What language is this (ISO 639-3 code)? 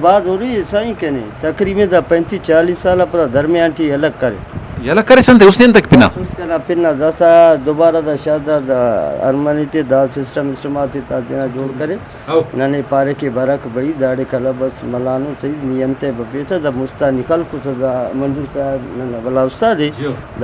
brh